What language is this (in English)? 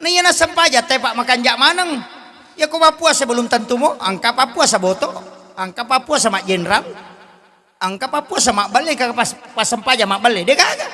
Buginese